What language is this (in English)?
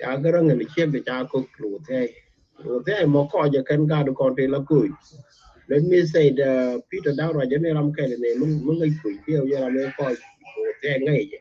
Nuer